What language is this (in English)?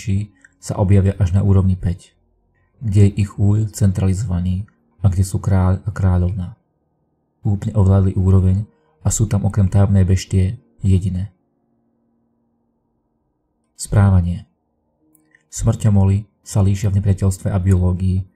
Slovak